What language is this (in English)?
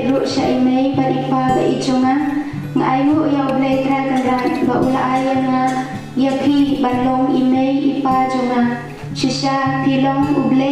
Khasi